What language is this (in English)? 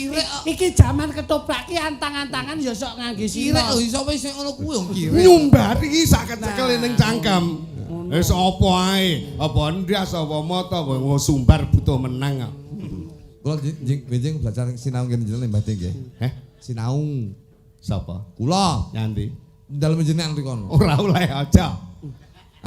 Javanese